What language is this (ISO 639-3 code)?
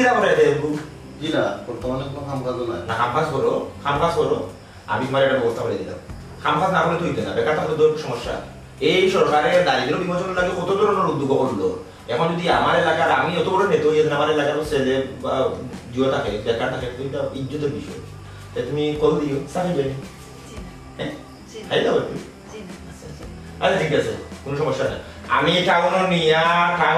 syl